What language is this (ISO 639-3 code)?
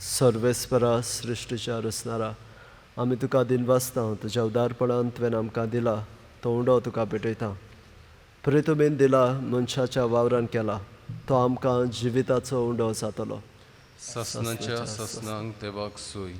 kok